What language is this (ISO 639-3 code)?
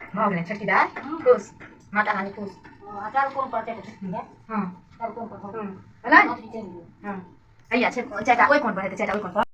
mai